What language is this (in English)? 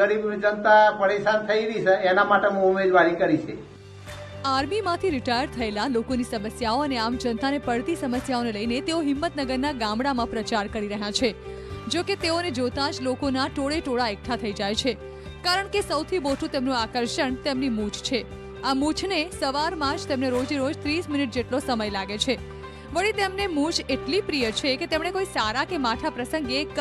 Gujarati